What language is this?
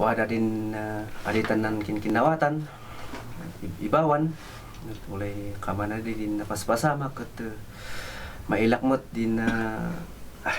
Kankanaey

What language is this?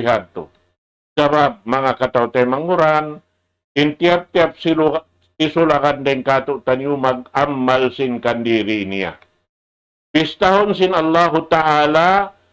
Tausug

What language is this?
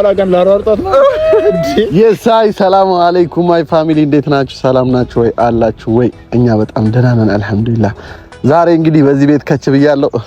Amharic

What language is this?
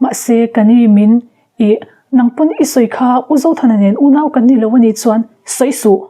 Mizo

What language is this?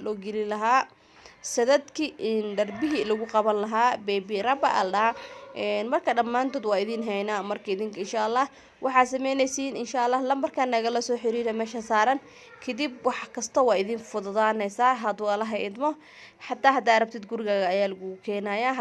Somali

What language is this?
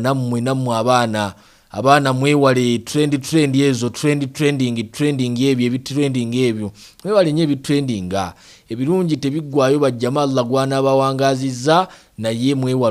Ganda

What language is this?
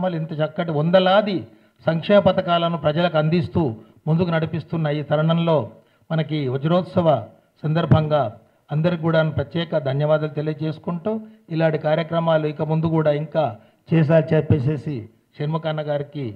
Telugu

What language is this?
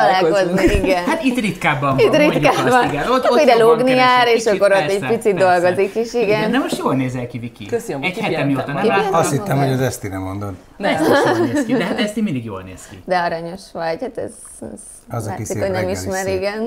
Hungarian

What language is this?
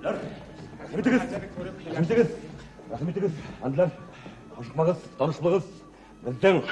Bashkir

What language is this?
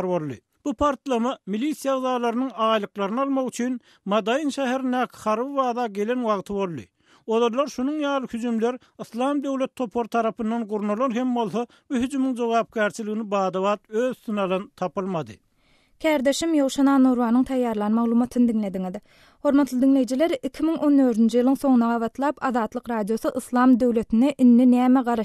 Turkmen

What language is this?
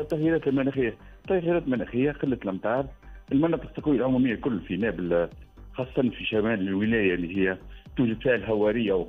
Tunisian Arabic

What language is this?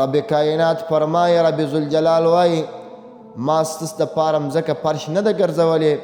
Pashto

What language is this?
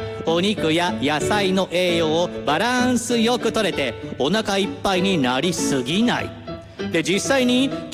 Japanese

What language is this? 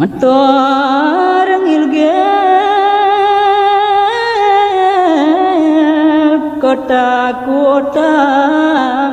Balinese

